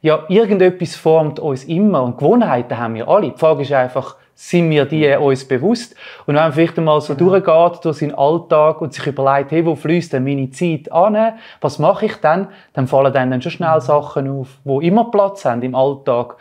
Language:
Swiss German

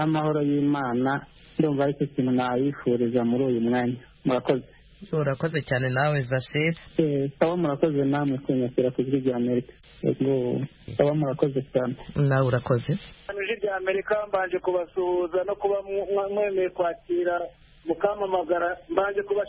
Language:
Kinyarwanda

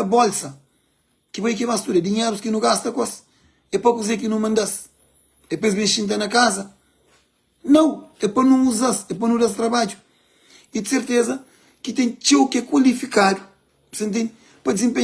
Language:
Kabuverdianu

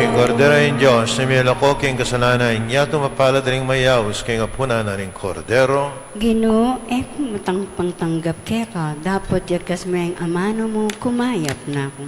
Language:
Pampanga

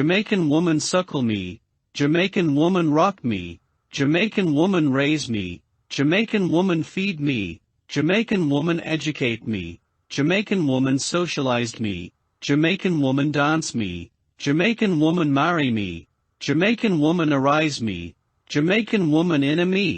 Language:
Jamaican Creole English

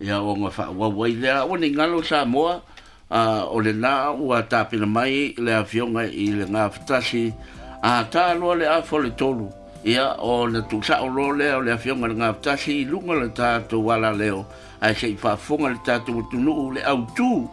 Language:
Samoan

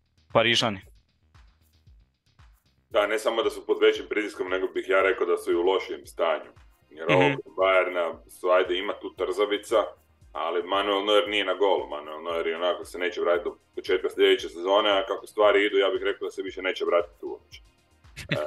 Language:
Croatian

